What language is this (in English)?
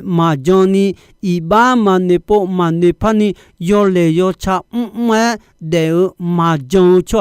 Akha